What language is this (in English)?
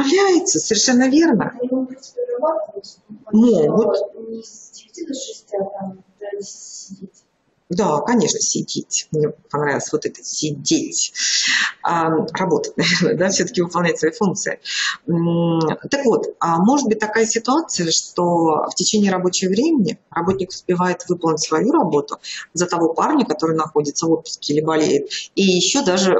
Russian